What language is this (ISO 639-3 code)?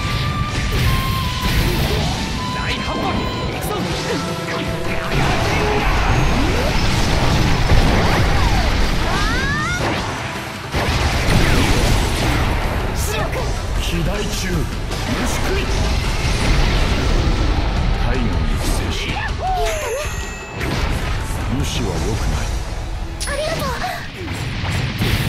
jpn